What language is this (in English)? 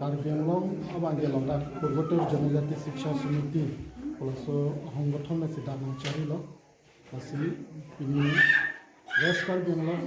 Karbi